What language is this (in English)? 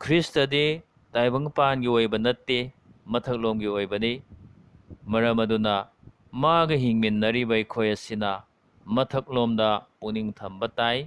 Manipuri